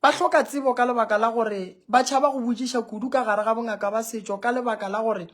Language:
Northern Sotho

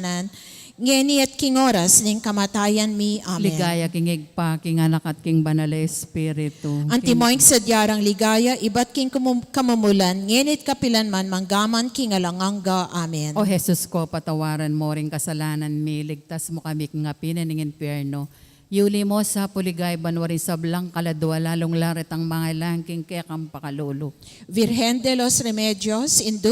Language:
Pampanga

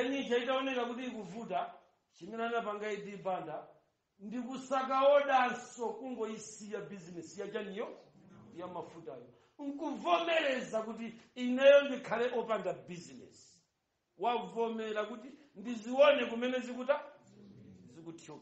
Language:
Nyanja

